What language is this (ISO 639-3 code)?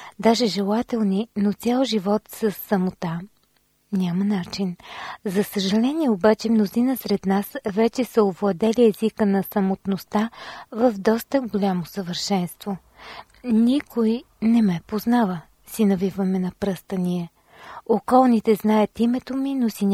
bul